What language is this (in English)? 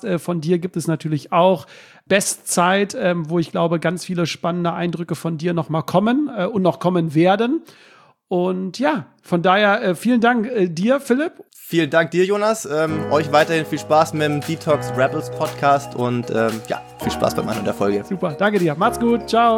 German